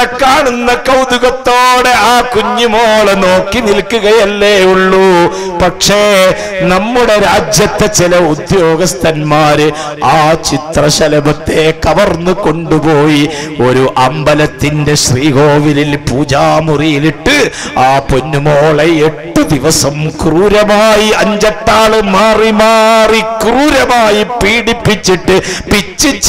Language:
Malayalam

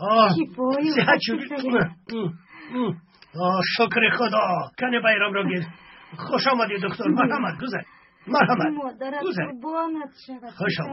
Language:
Tajik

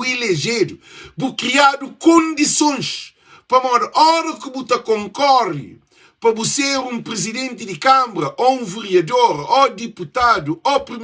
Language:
Kabuverdianu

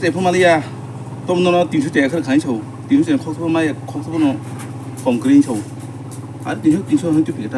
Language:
Kok Borok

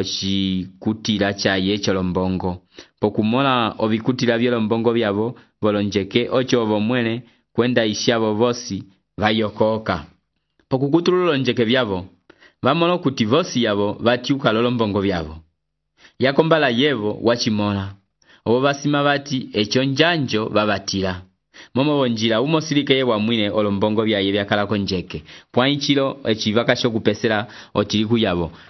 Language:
Umbundu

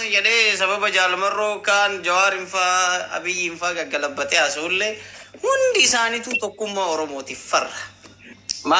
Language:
Oromo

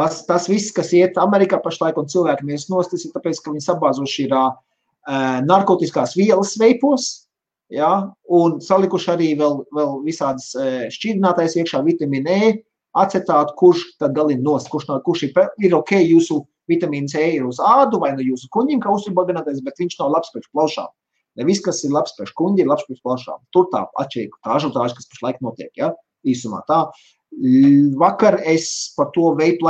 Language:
Latvian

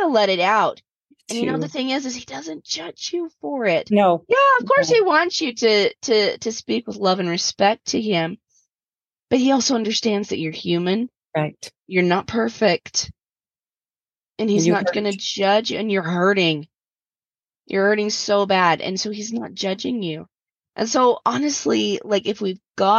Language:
English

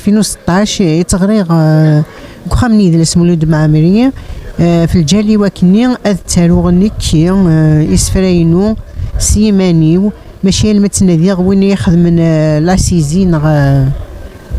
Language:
Kabyle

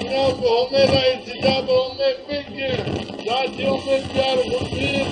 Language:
Zaza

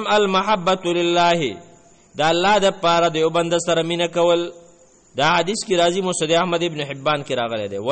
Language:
Pashto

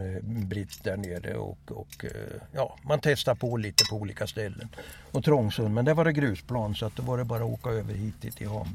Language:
Swedish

